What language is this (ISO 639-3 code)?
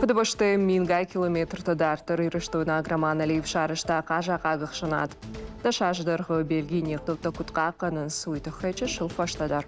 oss